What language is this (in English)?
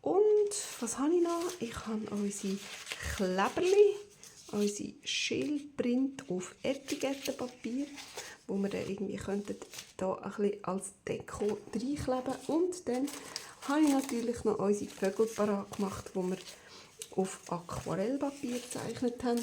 Swiss German